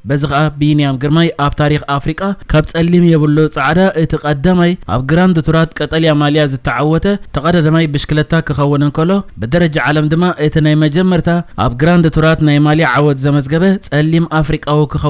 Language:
Tigrinya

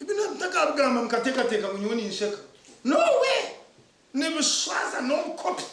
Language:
Nyankole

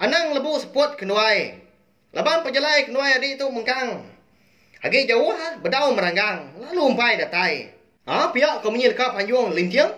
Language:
Iban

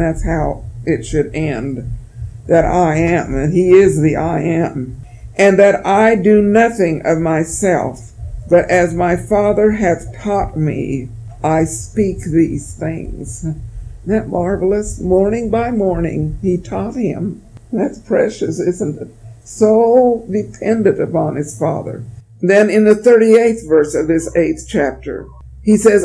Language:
English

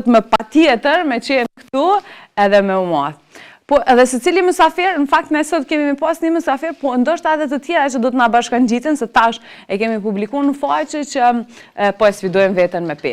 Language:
Albanian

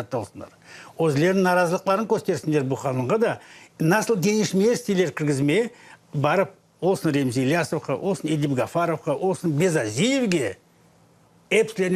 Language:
Crimean Tatar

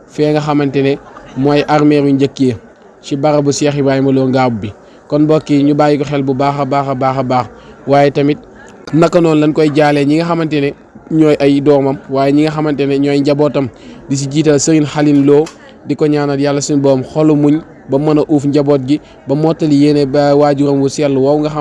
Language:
Wolof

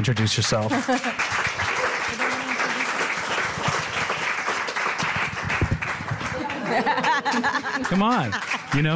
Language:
German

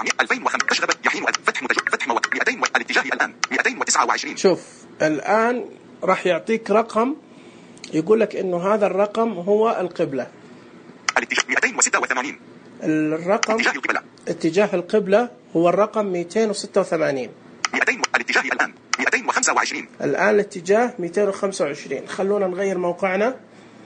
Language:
Najdi Arabic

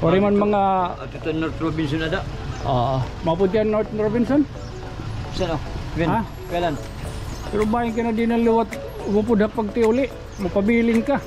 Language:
Waray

